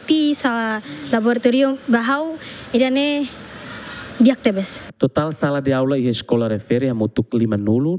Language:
Tetum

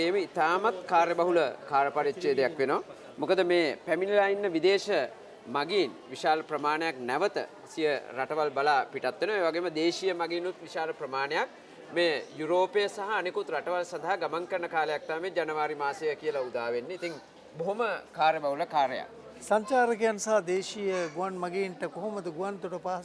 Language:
Sinhala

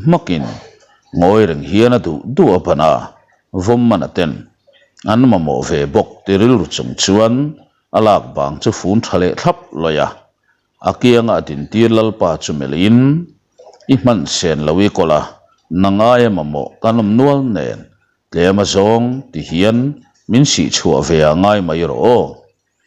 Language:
Mizo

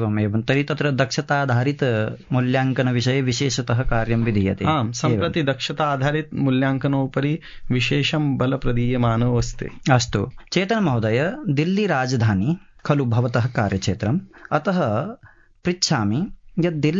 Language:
Sanskrit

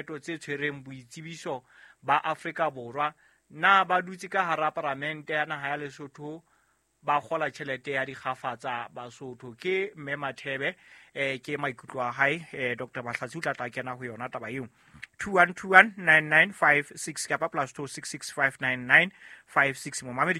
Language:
Southern Sotho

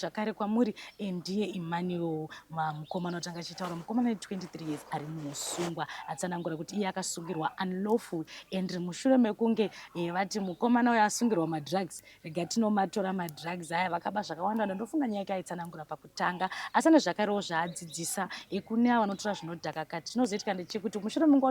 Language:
Shona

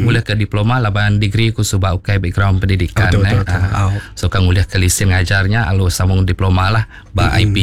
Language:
Iban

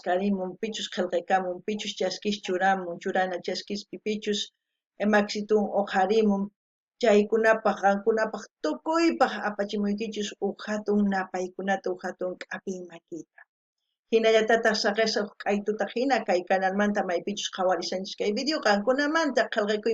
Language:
South Bolivian Quechua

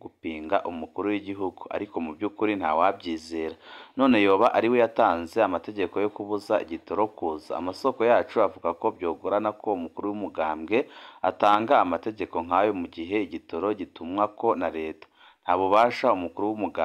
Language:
Rundi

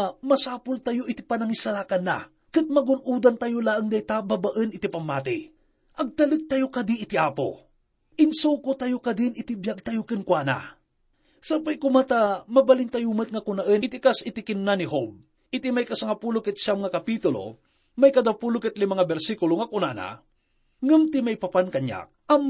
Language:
Iloko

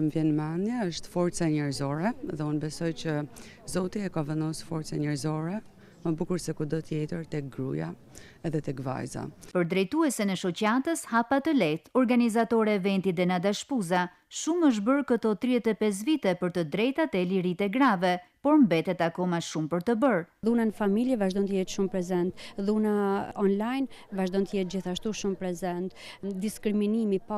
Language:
Albanian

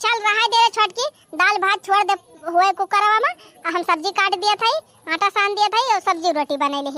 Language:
Awadhi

